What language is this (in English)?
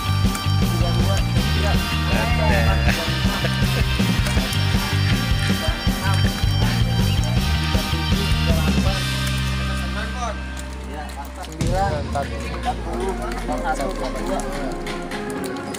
Indonesian